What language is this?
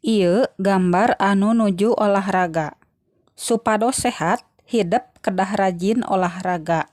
Sundanese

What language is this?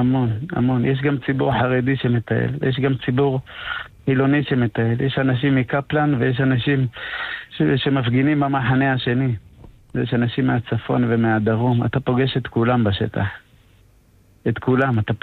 Hebrew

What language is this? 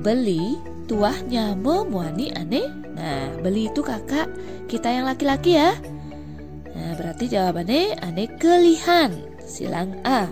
Balinese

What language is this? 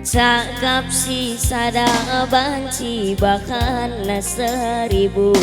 Batak Karo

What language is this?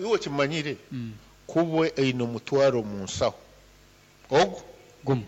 Nyankole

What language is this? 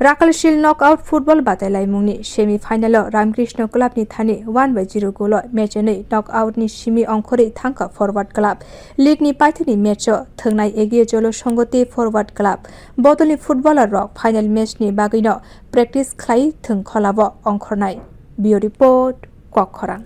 Kok Borok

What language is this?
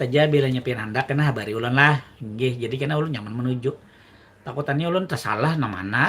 Banjar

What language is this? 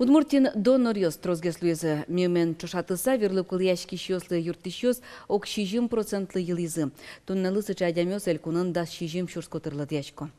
Udmurt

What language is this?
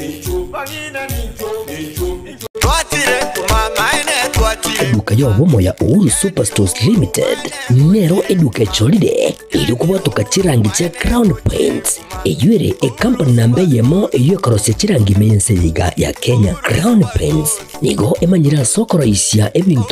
Gusii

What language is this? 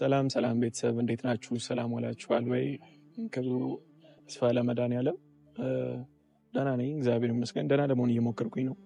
Amharic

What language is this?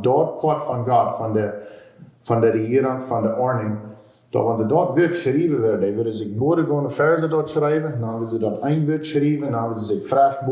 Plautdietsch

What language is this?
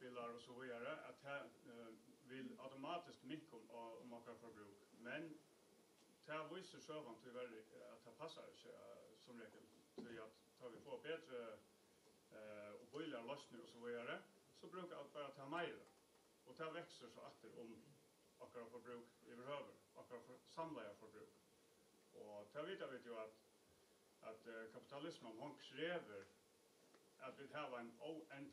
Faroese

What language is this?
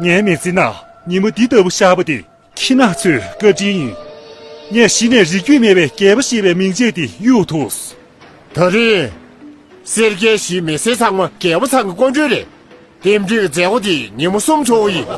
Tibetan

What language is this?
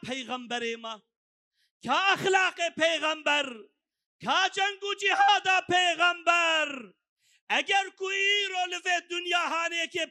Kurdish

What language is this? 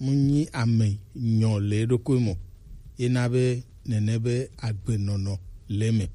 Gen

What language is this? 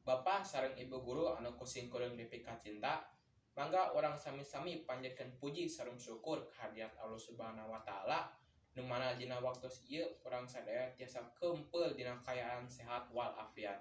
Sundanese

